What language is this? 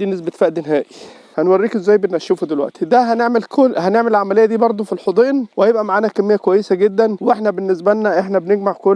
Egyptian Arabic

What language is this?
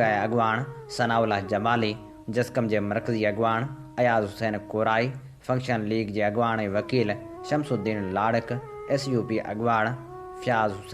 Sindhi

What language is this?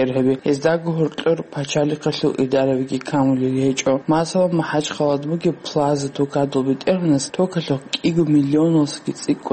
Avaric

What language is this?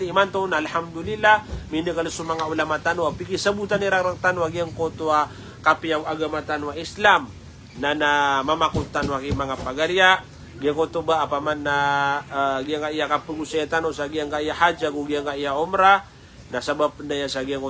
Maranao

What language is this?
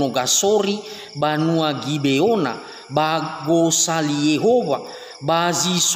Nias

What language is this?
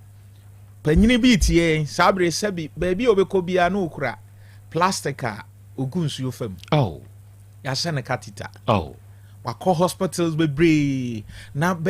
Akan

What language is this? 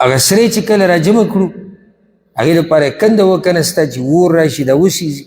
Pashto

